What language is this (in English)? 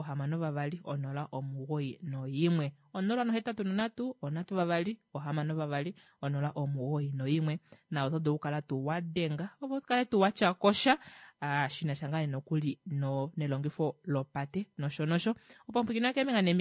Kuanyama